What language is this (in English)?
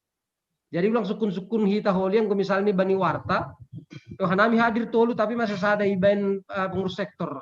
Batak Simalungun